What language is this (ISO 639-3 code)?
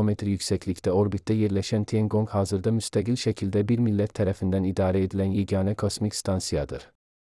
aze